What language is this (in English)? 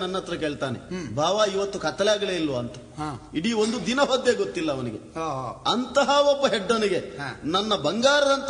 Kannada